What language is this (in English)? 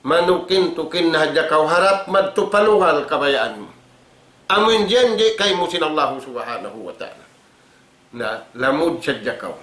Tausug